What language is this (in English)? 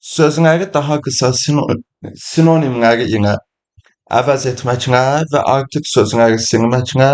Azerbaijani